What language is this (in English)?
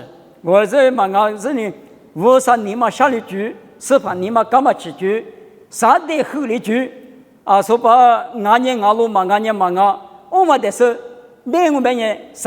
Lisu